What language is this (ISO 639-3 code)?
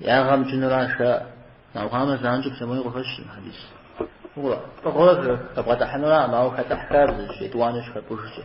kbd